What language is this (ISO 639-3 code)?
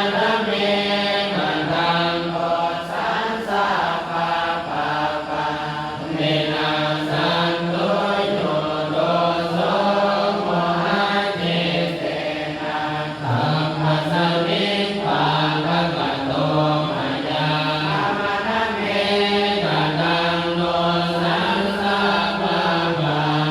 pli